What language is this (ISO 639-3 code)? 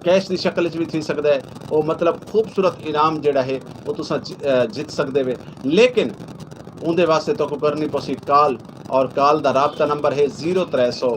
skr